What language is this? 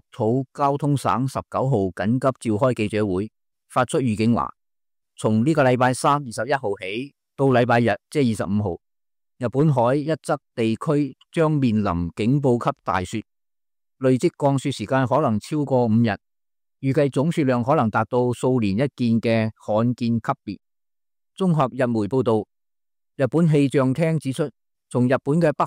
Cantonese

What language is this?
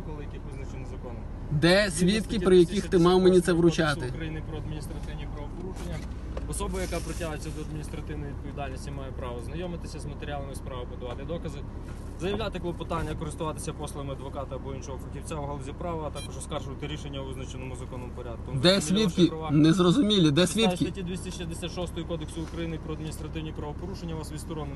Ukrainian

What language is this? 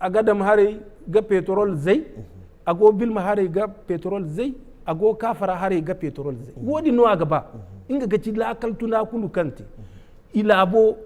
Zarma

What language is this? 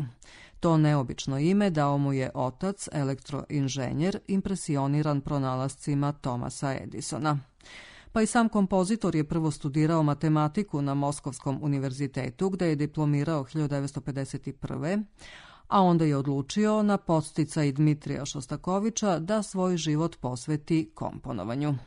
Serbian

